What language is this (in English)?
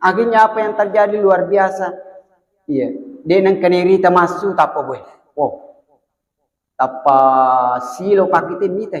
Buginese